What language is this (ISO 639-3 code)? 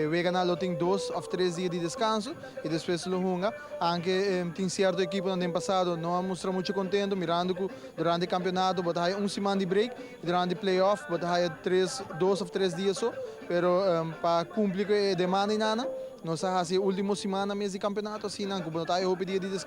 pap